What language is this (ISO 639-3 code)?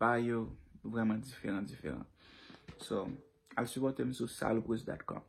hat